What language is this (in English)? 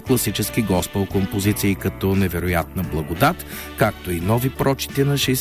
Bulgarian